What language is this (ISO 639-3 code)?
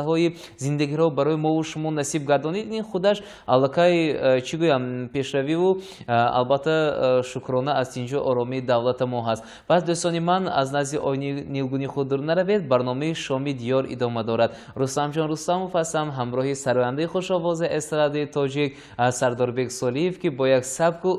tgk